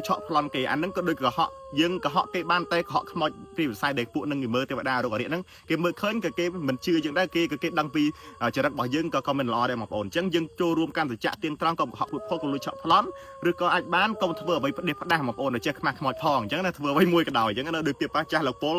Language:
Khmer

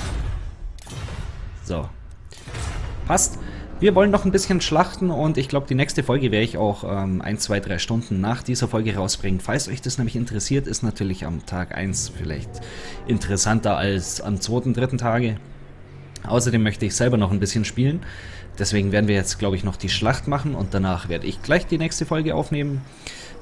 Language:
German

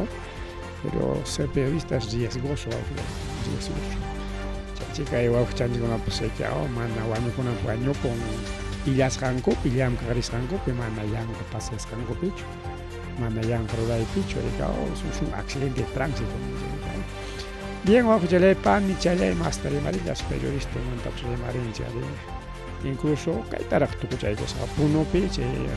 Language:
Ayacucho Quechua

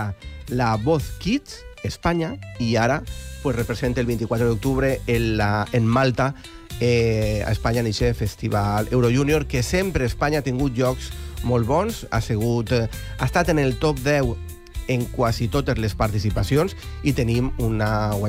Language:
Catalan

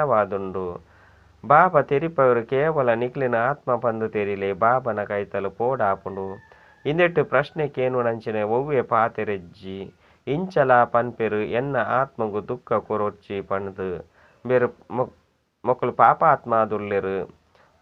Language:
Tulu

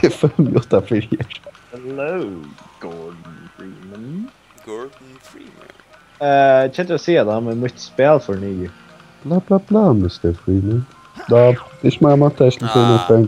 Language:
Faroese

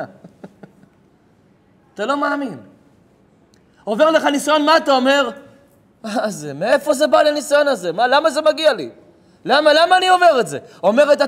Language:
Hebrew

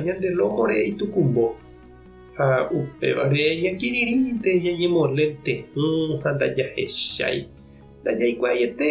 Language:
Guarani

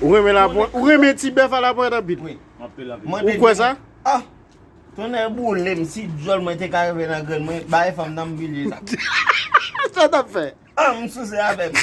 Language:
Haitian Creole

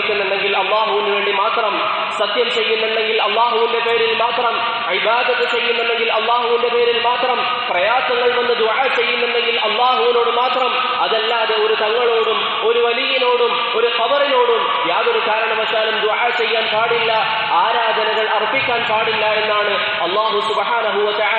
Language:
Malayalam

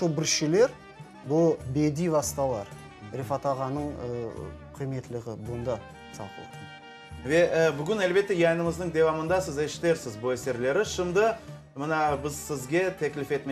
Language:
Crimean Tatar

